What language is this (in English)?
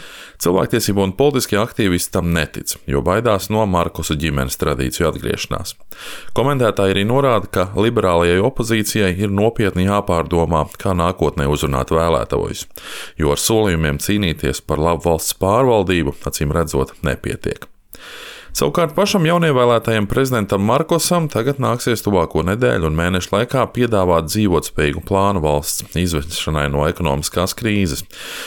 Latvian